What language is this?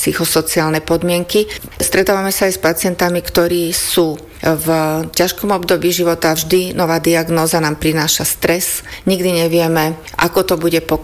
Slovak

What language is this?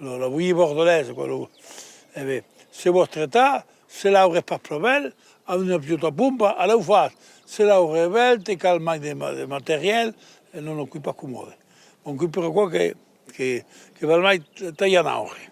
Occitan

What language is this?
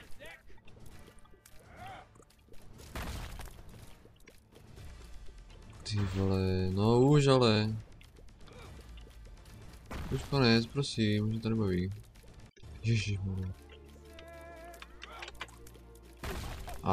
Czech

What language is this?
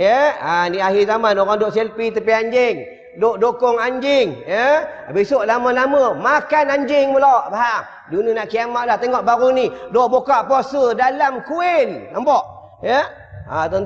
Malay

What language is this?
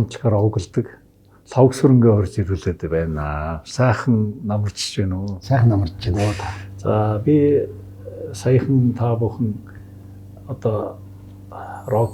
Mongolian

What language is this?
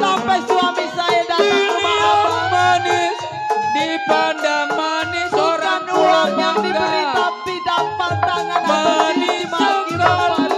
Betawi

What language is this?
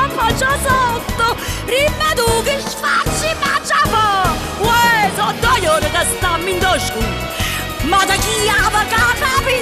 Neapolitan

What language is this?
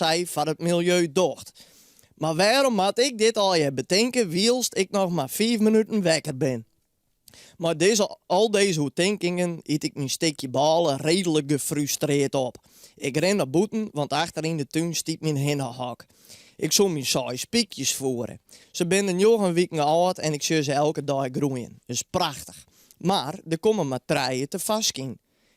Western Frisian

